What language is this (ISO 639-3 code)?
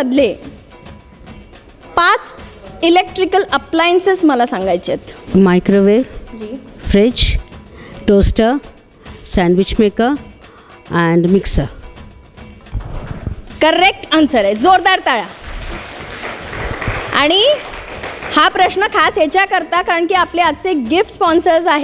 mar